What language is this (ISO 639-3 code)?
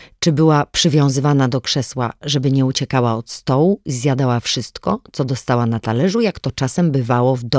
pol